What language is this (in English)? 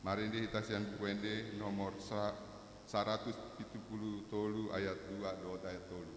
Batak Toba